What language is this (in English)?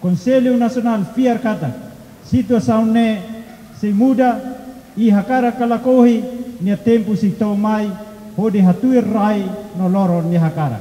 Tetum